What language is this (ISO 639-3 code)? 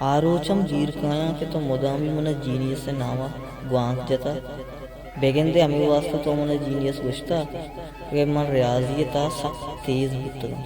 bal